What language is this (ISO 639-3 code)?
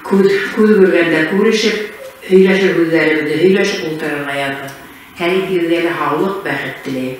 bak